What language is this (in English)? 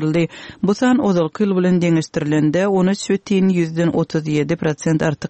Turkmen